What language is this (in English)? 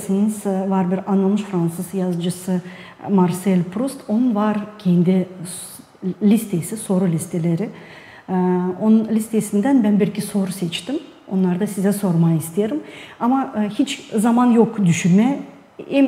Gagauz